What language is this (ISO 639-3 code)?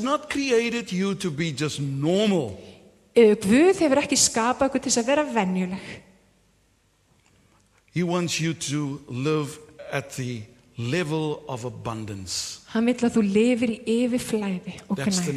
isl